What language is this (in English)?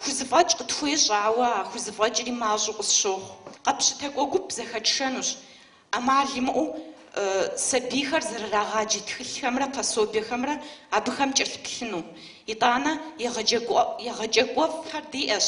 Kabardian